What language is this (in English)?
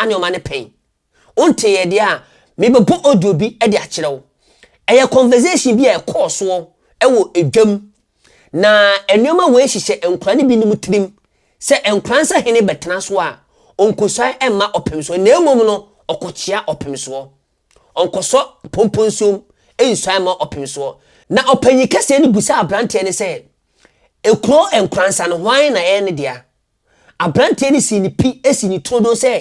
Akan